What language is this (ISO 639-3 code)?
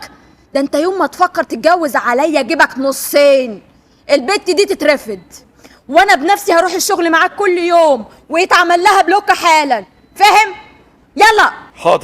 arz